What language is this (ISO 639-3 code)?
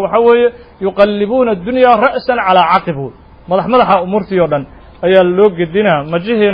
som